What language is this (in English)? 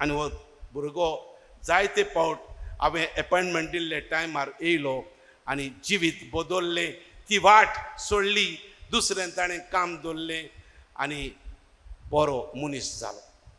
Konkani